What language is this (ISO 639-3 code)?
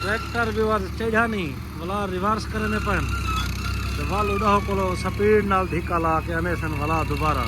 skr